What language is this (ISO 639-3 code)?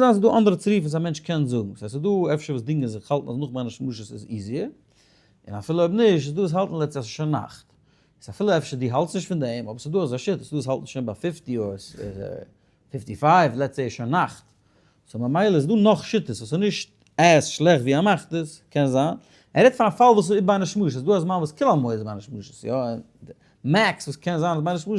yid